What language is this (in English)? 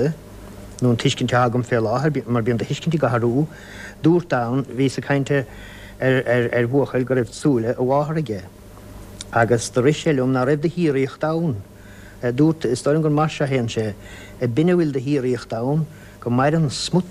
Irish